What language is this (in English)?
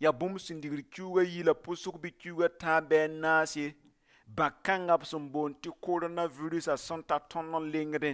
Mossi